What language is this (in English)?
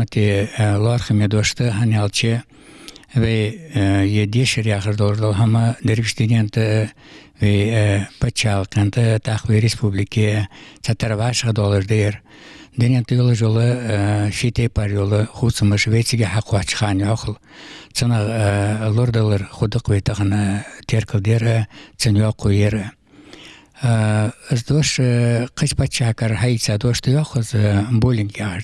Ingush